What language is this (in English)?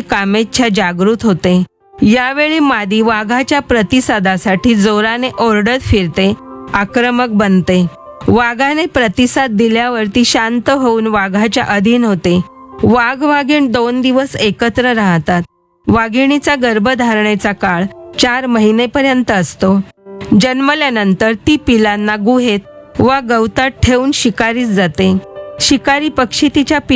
Marathi